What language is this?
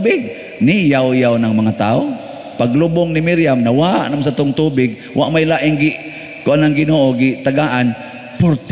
Cebuano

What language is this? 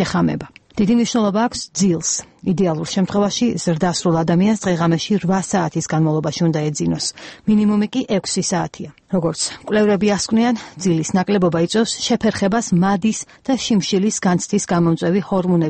Georgian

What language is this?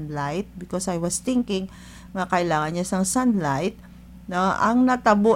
Hiligaynon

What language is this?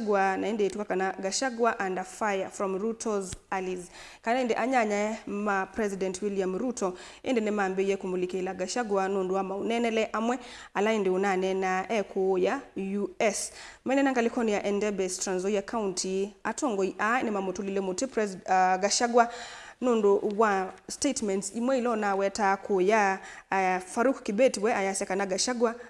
Kamba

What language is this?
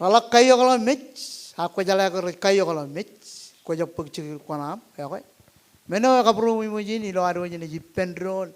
Marshallese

